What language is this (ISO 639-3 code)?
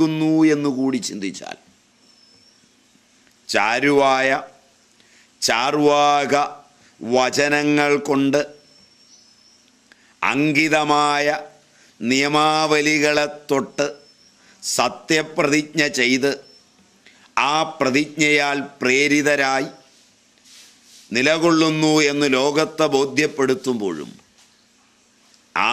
mal